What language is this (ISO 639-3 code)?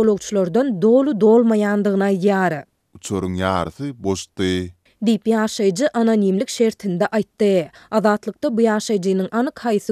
tuk